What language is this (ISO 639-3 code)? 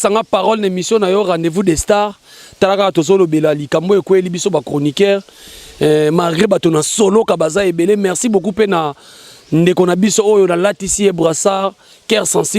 lin